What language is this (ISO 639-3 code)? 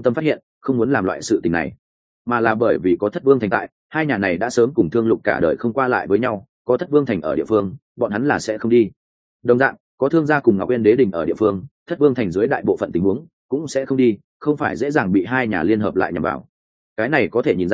vie